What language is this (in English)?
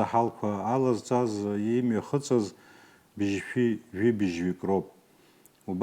Abkhazian